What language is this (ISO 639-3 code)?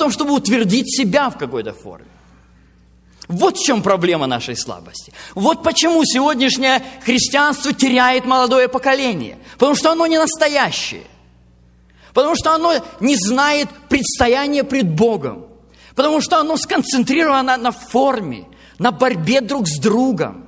rus